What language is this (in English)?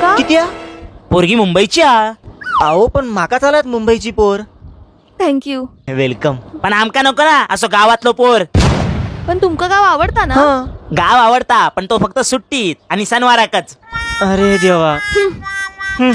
Konkani